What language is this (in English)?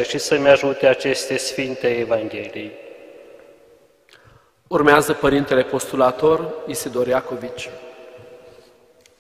Romanian